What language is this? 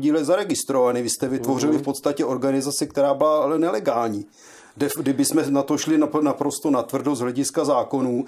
Czech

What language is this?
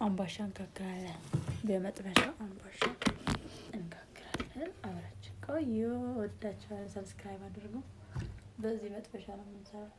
Amharic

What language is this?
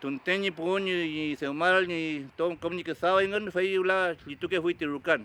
Mapuche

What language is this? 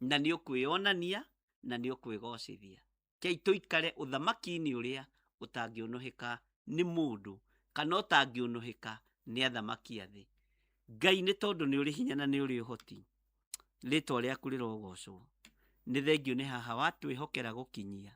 Kikuyu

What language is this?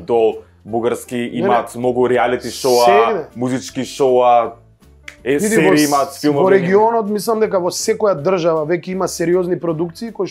Macedonian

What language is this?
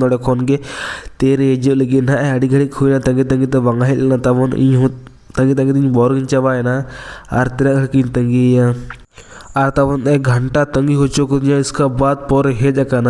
Santali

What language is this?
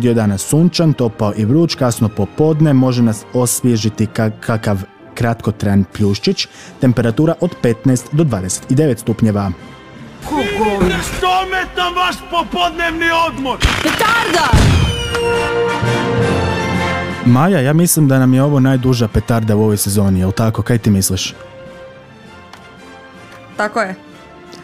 Croatian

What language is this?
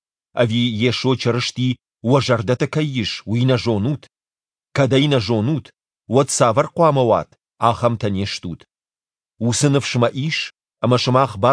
Ossetic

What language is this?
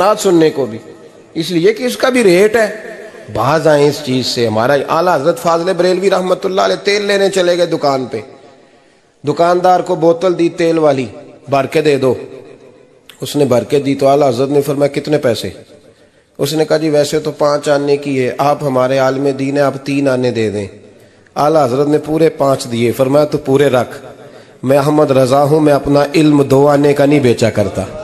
Urdu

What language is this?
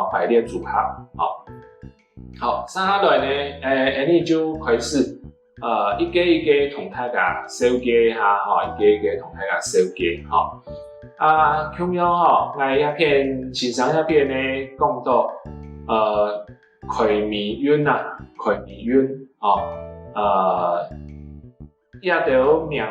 Hakka Chinese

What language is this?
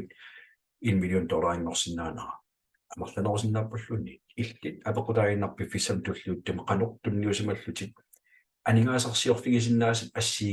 Kalaallisut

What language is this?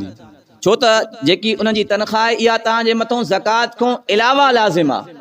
Sindhi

